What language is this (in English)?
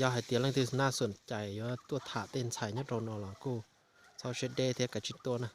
Hmong